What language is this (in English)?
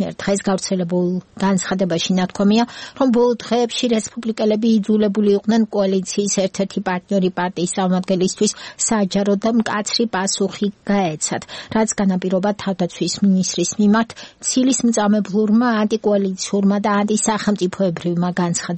Georgian